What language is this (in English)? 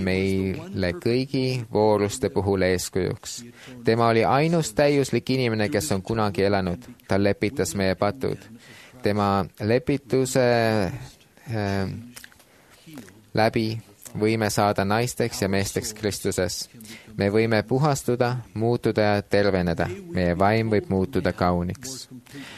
Estonian